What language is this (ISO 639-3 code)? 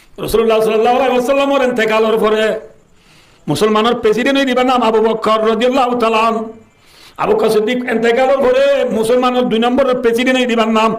rhg